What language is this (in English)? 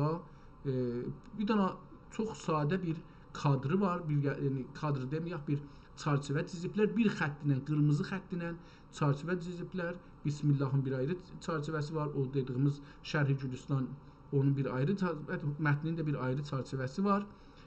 South Azerbaijani